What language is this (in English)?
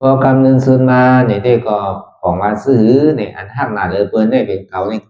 Shan